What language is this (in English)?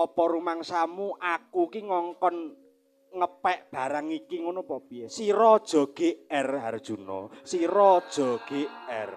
Javanese